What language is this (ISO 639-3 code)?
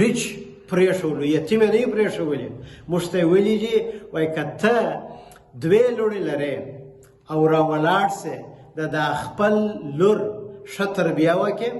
pus